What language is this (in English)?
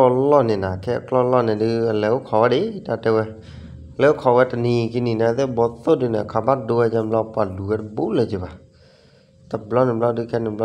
S'gaw Karen